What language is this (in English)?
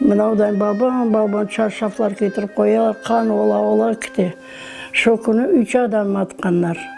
Crimean Tatar